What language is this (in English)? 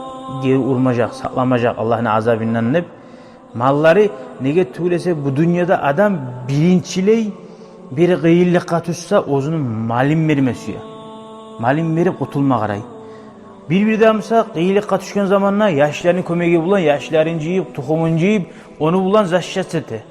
Kumyk